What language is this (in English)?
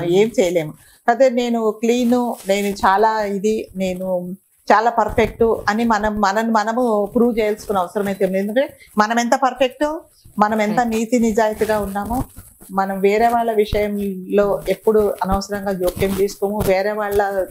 Telugu